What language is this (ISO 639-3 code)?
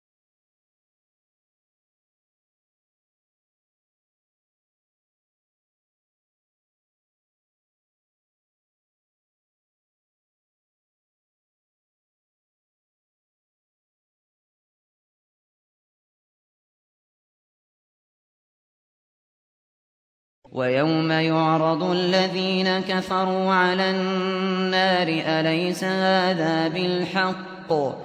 ara